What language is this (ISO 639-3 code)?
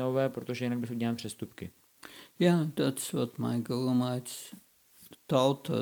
ces